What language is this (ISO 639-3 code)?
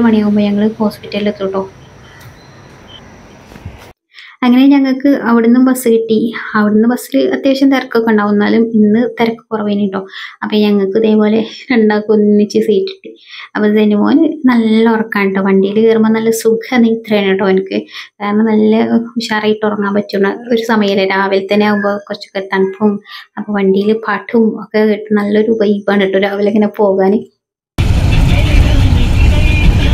mal